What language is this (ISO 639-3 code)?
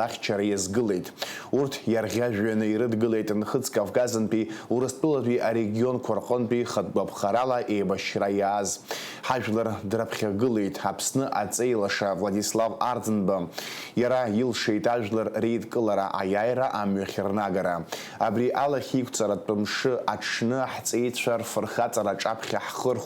abk